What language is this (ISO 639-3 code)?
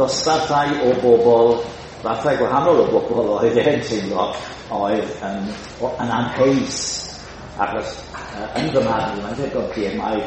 cym